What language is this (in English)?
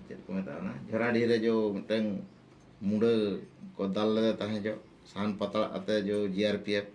Santali